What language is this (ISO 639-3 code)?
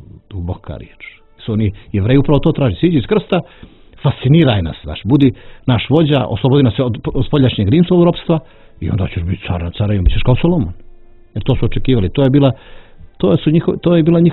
bos